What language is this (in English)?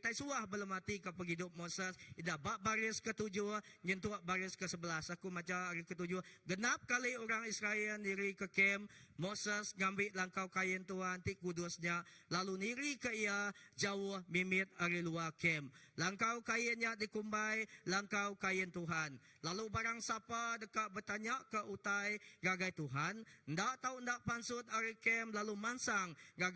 Iban